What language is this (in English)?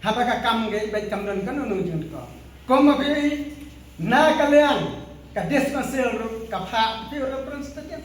Khasi